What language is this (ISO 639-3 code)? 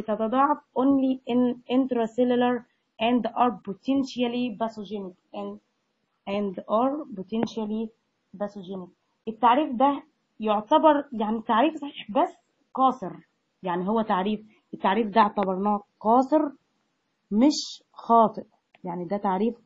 arz